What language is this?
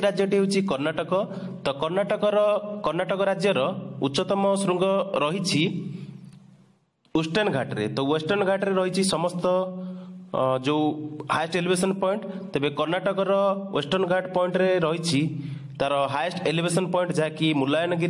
Odia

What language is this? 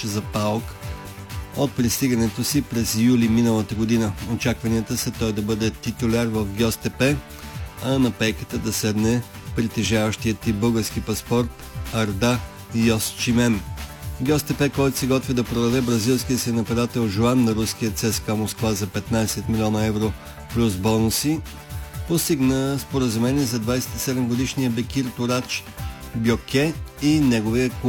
Bulgarian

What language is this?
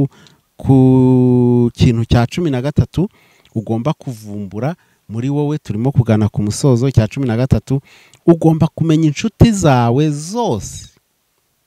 Kinyarwanda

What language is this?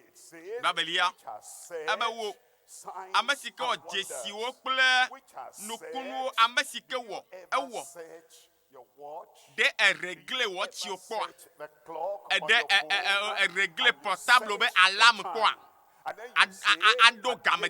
Ewe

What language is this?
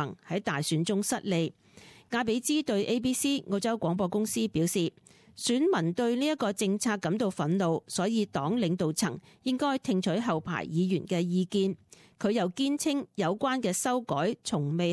Cantonese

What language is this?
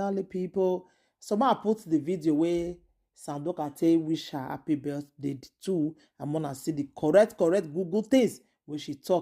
Nigerian Pidgin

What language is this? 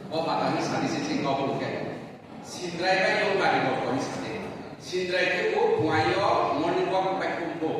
Riang (India)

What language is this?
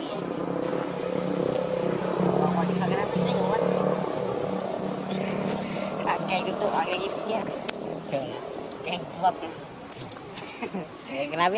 Vietnamese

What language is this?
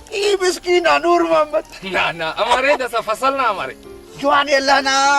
Brahui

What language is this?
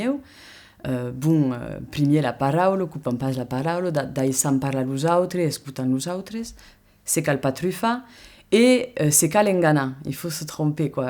Occitan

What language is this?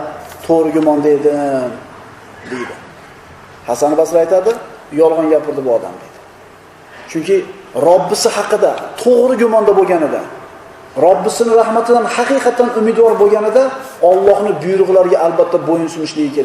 Uzbek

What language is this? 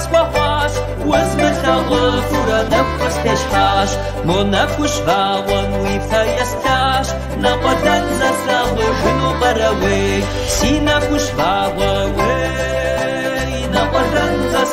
Kabardian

